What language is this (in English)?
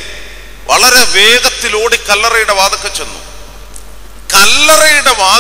Malayalam